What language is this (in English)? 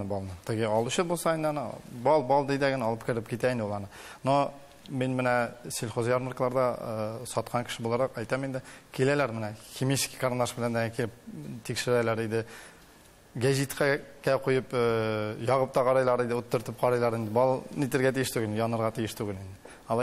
Tatar